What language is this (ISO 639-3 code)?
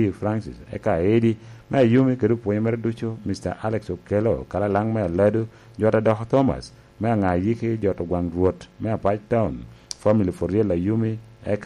laj